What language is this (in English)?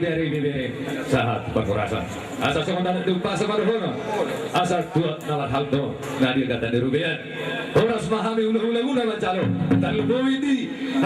Batak Toba